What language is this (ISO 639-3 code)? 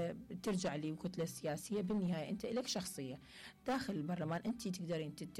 acm